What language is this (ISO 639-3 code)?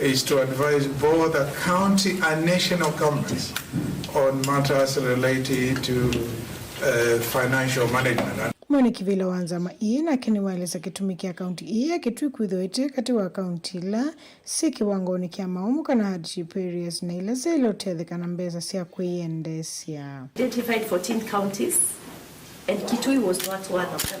kam